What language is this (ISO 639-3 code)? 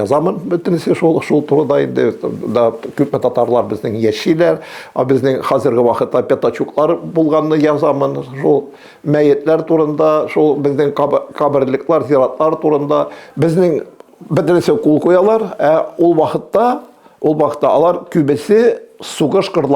tat